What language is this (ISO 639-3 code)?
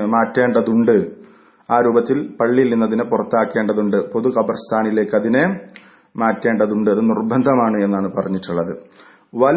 mal